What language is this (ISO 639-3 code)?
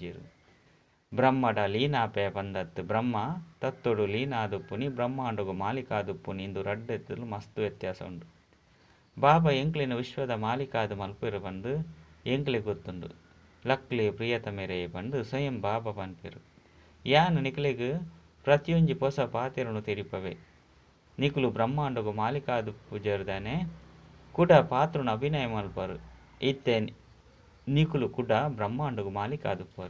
tcy